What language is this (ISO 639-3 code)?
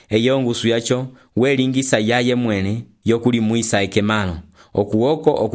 umb